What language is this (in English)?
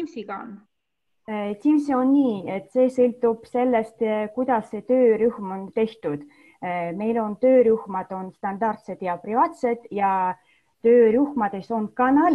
Estonian